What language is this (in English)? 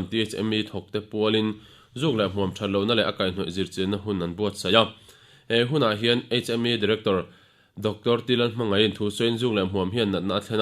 Mizo